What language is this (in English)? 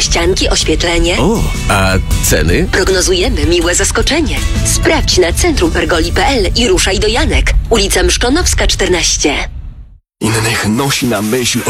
Polish